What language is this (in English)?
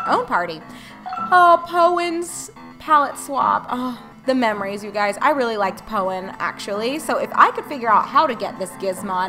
English